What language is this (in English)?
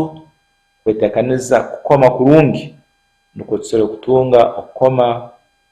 Nyankole